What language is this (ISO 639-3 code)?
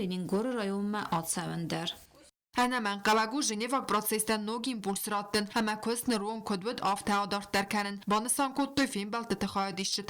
oss